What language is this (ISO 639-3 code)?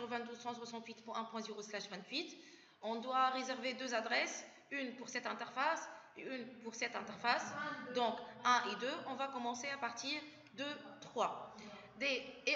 fra